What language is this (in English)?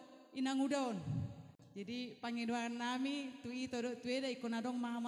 Batak Toba